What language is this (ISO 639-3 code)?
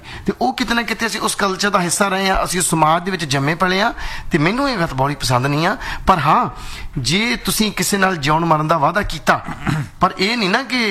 pan